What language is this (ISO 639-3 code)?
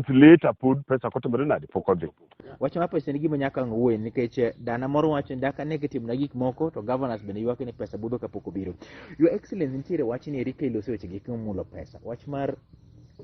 luo